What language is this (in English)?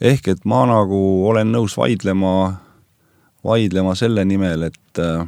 Estonian